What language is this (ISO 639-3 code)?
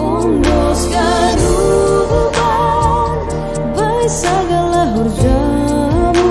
bts